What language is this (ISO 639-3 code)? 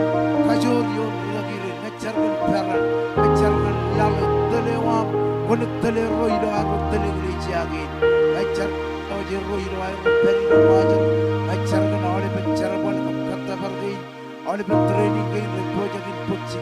mah